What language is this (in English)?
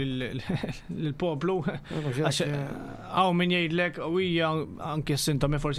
Maltese